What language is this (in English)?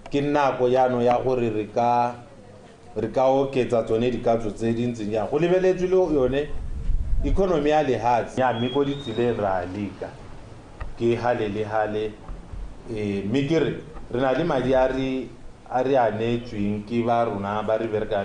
Tswana